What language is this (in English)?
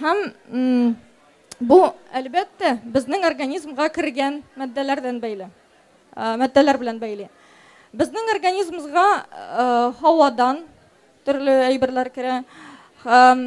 Tatar